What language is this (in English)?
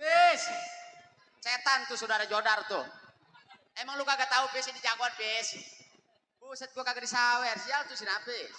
Betawi